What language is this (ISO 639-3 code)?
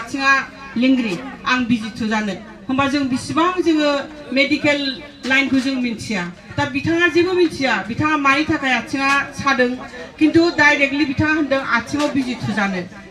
brx